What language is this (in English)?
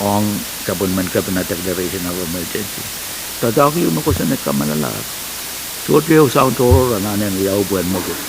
Pohnpeian